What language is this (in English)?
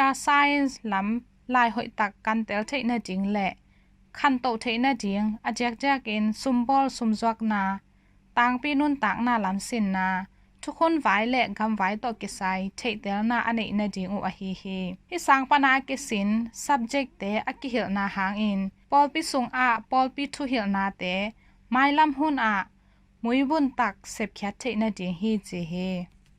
Tedim Chin